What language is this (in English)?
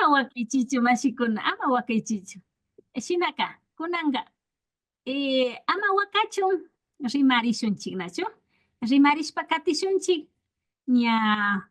Imbabura Highland Quichua